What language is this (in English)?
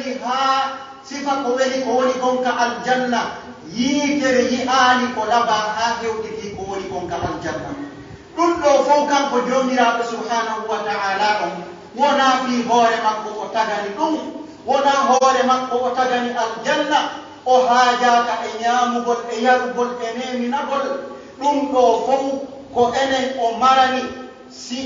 Pular